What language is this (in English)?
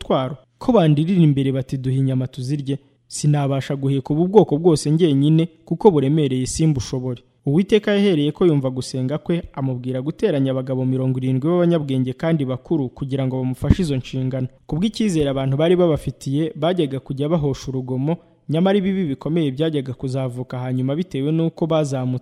Kinyarwanda